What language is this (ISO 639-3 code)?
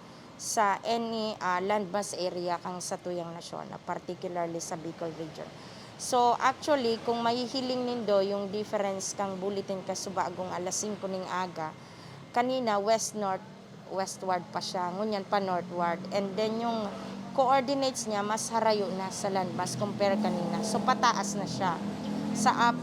bik